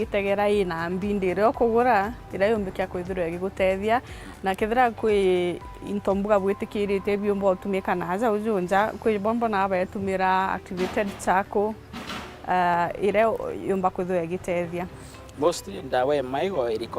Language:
Meru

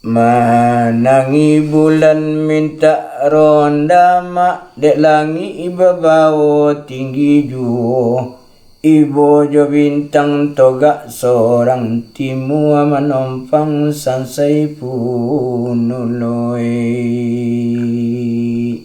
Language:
Minangkabau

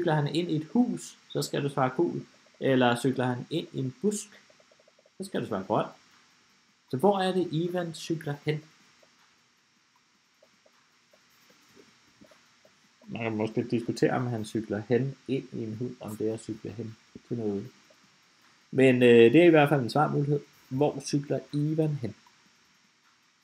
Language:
Danish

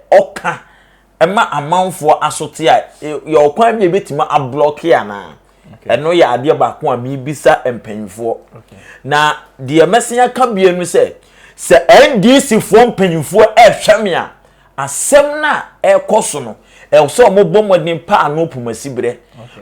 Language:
Akan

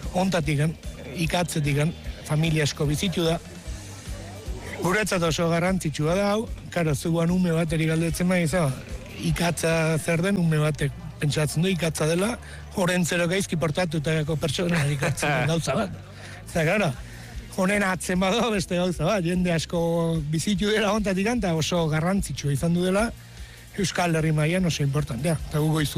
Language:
Basque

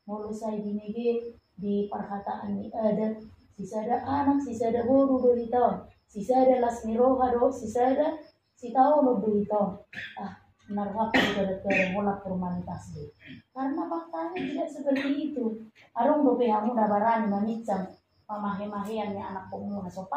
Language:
Batak Toba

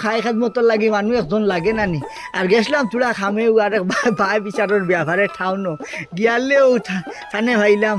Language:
Sylheti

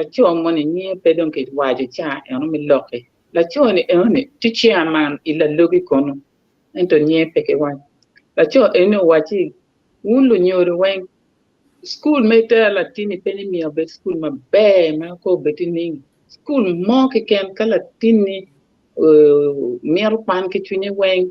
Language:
Acoli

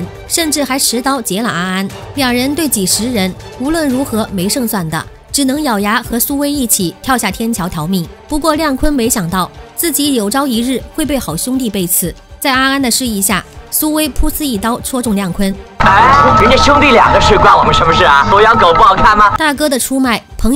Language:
Chinese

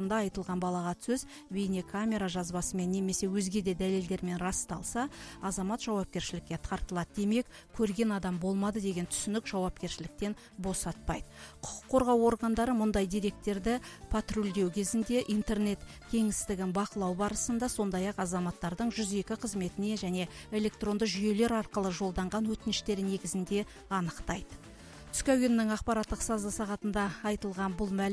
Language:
Kazakh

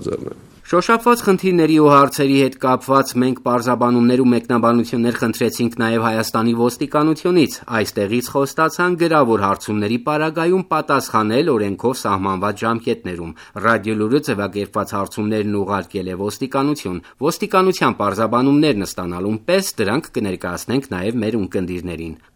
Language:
Armenian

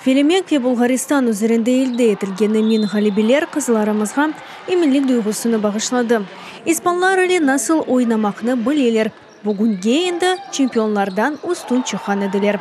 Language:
Crimean Tatar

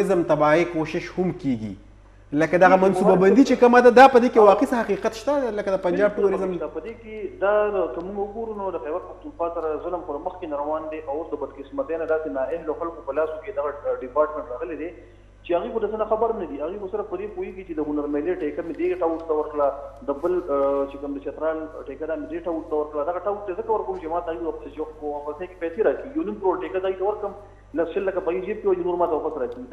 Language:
Pashto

